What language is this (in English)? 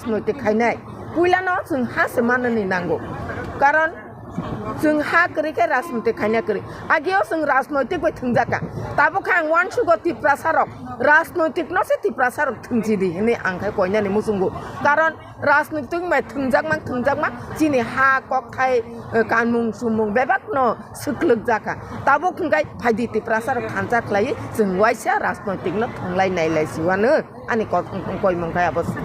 Kok Borok